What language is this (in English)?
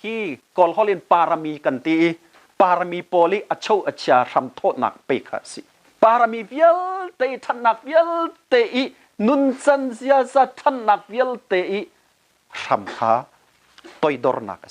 Hakha Chin